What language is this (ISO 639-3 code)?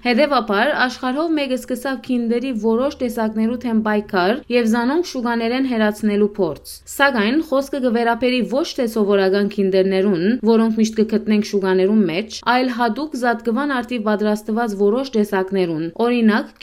hyw